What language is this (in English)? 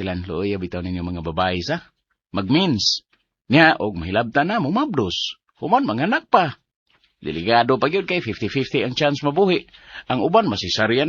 Cebuano